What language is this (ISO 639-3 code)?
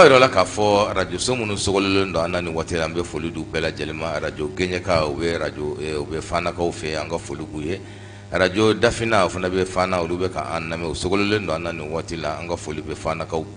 bam